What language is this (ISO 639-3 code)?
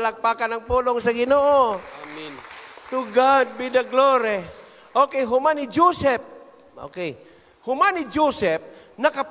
ceb